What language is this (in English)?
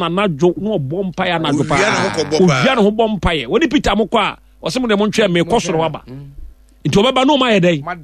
Akan